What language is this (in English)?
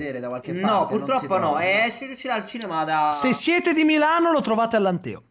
Italian